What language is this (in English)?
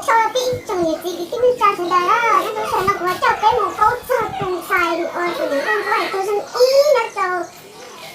Hmong